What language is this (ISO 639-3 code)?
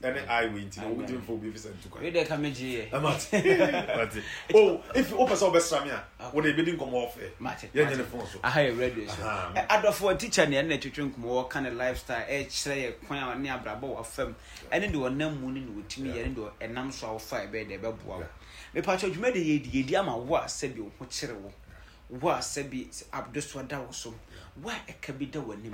aka